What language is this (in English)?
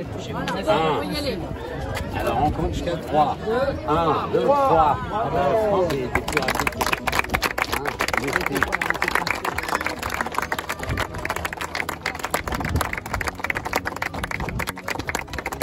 French